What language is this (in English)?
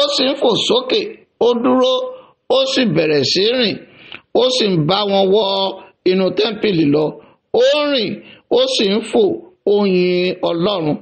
Yoruba